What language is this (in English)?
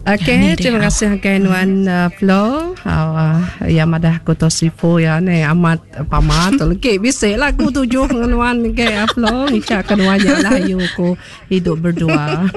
Iban